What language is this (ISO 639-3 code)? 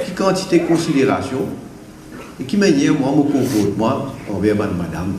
mfe